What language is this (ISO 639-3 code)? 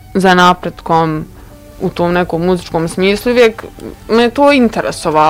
bos